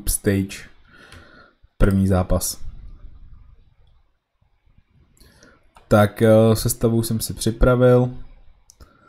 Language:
Czech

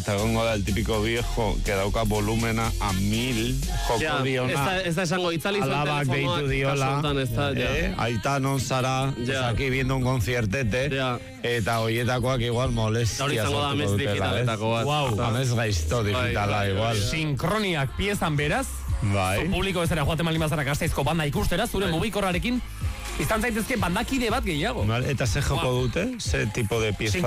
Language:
Basque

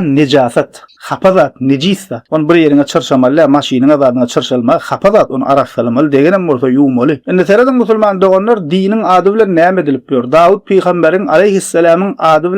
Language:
Turkmen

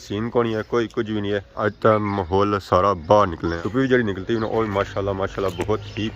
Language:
Pahari-Potwari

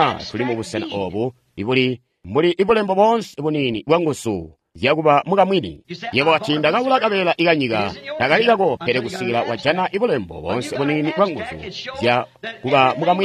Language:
Tonga (Zambia)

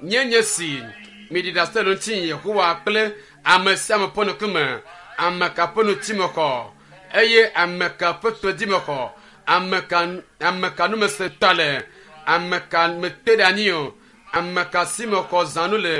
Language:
Ewe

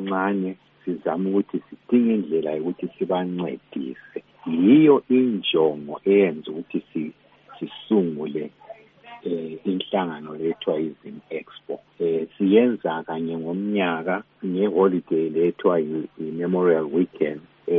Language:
North Ndebele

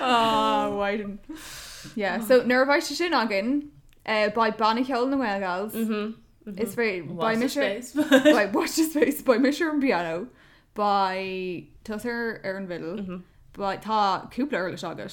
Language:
Irish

